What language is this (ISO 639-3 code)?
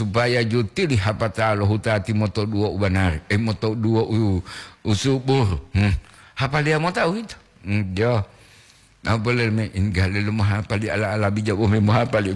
gor